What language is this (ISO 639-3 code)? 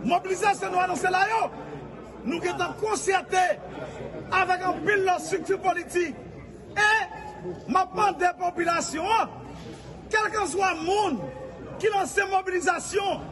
hat